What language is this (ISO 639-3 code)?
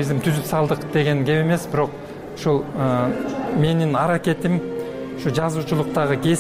kir